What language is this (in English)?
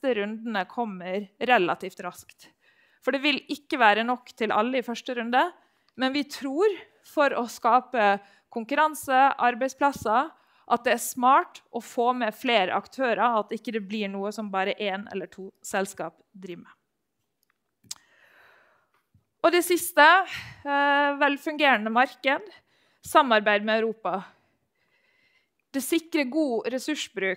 Norwegian